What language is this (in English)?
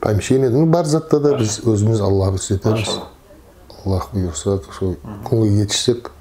Nogai